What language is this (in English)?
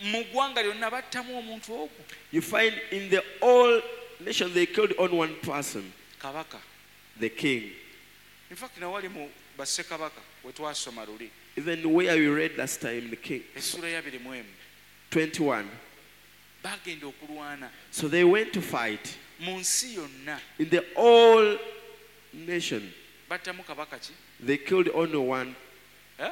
Ganda